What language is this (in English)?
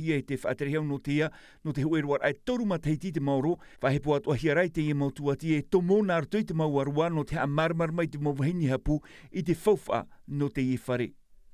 Tahitian